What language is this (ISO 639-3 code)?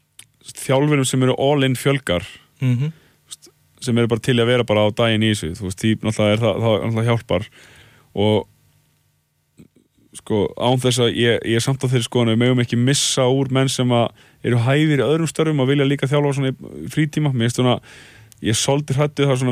isl